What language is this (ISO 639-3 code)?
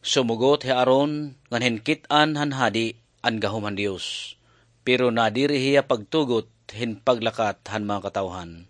war